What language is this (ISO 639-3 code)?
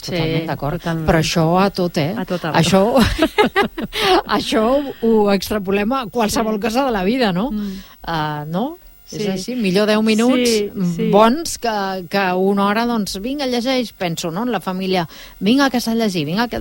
cat